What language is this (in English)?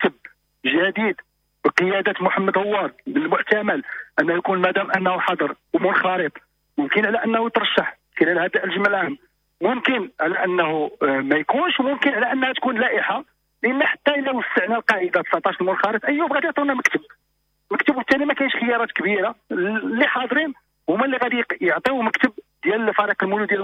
Moroccan Arabic